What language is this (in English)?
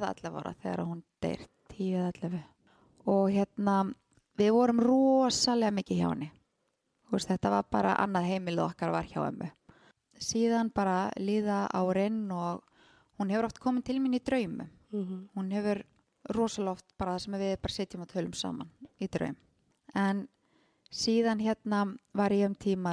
Icelandic